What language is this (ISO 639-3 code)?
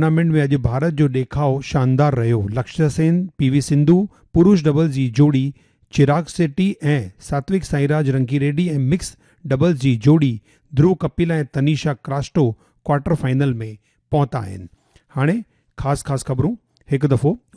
snd